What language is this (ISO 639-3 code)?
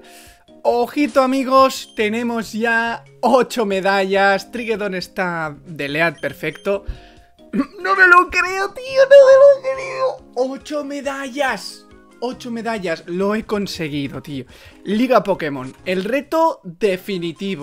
spa